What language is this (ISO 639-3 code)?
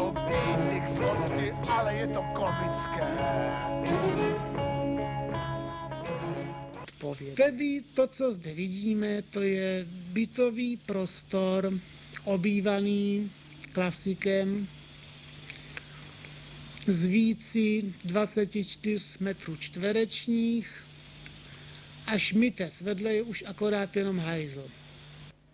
ces